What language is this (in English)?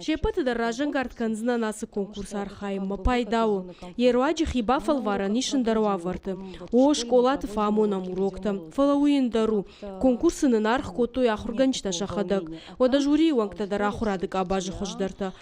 Ossetic